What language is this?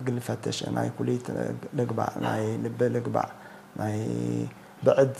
Tigre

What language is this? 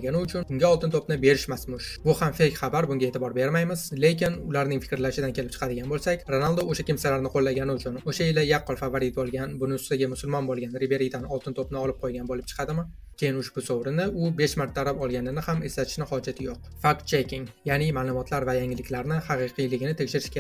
Uzbek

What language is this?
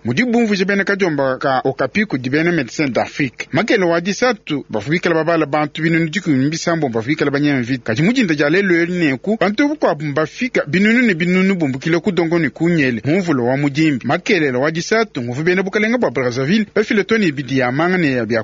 Luba-Lulua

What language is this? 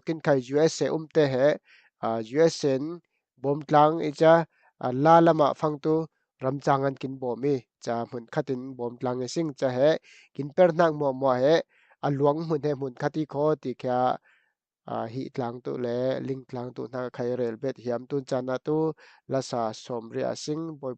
Falam Chin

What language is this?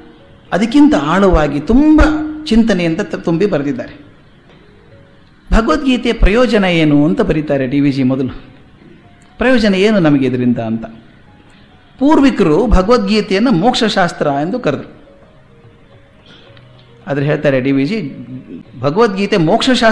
Kannada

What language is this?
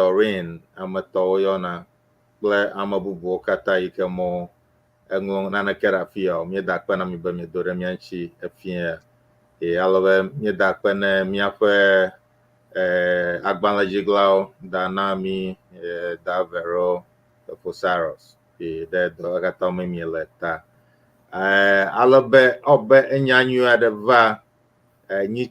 Ewe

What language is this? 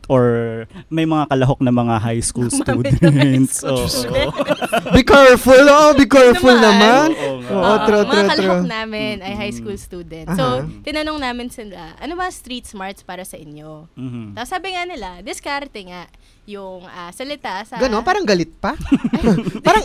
Filipino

